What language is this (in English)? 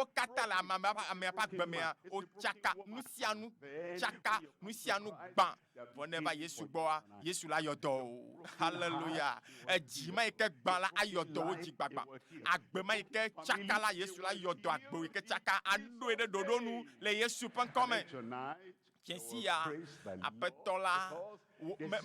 Ewe